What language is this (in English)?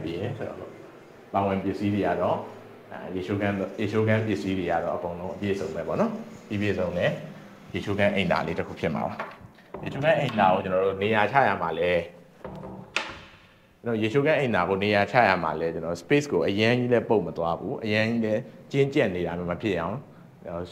Burmese